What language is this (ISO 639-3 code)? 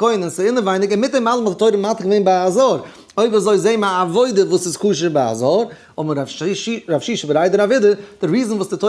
yid